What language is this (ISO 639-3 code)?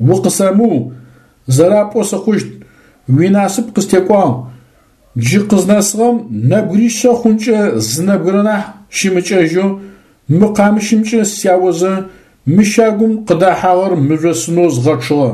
ady